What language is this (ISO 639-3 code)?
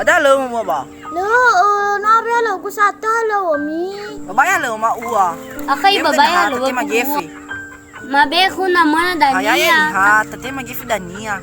nia